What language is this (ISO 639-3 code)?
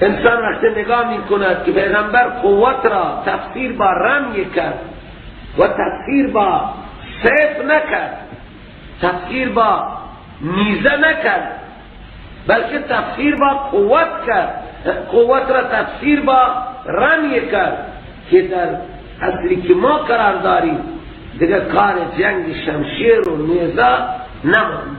fas